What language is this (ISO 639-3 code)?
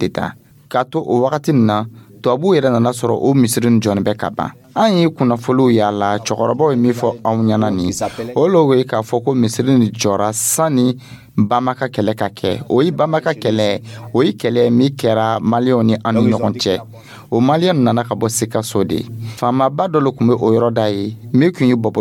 dyu